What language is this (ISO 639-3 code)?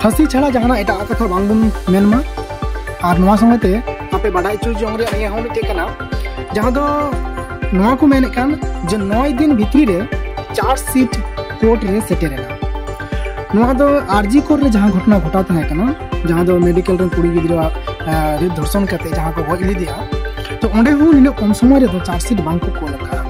sat